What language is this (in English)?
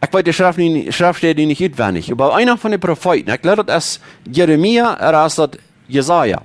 Plautdietsch